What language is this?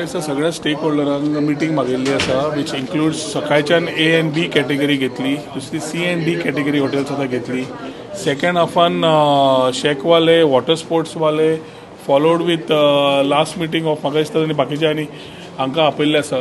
Konkani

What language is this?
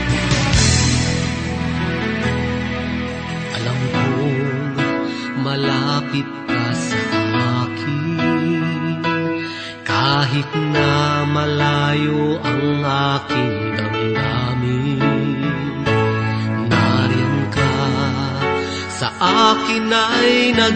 Filipino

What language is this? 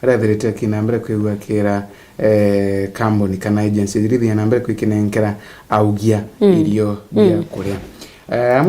Meru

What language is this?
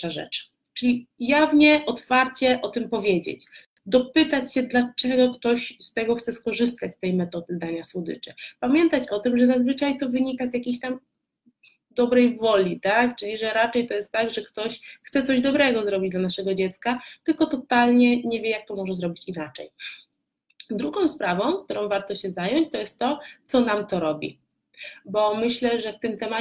Polish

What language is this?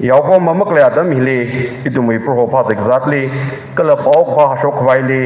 Tangkhul Naga (India)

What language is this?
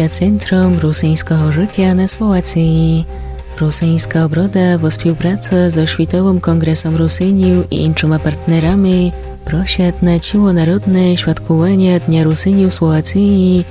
Rusyn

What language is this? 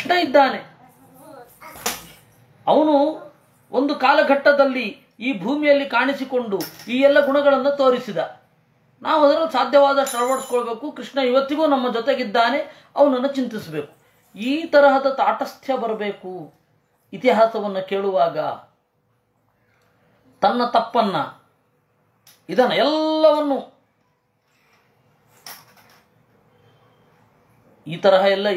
Kannada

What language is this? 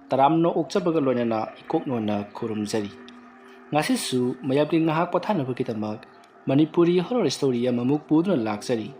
Manipuri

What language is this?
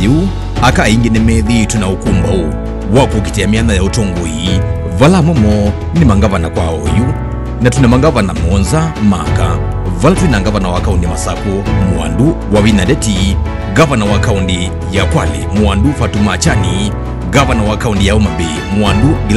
Kamba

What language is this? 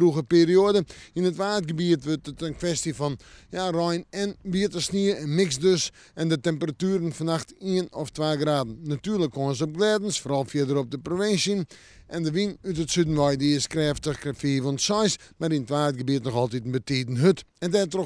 Western Frisian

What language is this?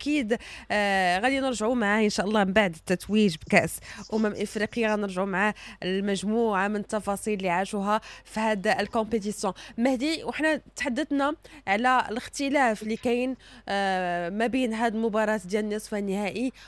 Moroccan Arabic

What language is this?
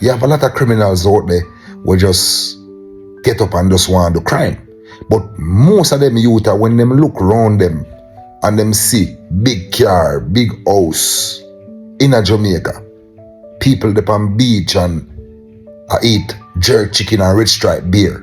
Jamaican Creole English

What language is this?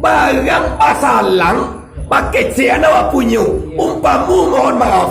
Minangkabau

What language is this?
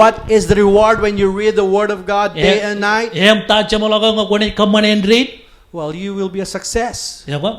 Marshallese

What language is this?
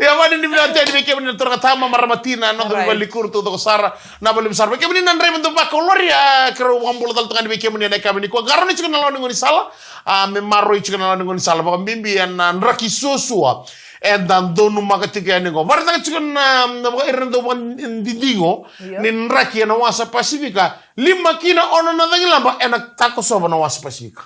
Fijian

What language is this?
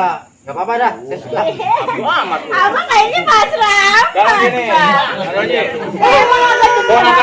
Betawi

